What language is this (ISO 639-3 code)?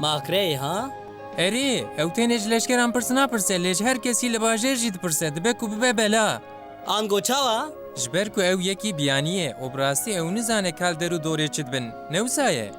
kur